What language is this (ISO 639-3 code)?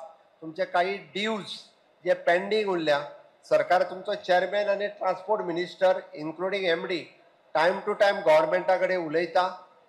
kok